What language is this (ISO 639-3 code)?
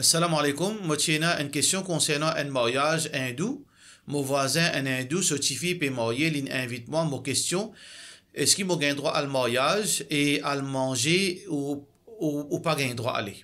mfe